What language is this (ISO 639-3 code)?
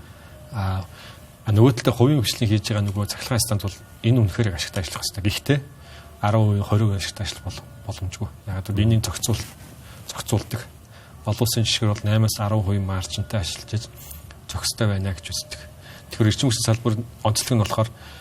mon